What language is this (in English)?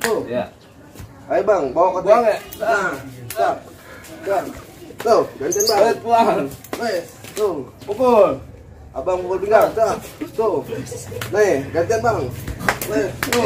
Betawi